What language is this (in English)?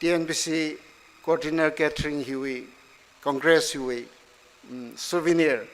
Tangkhul Naga (India)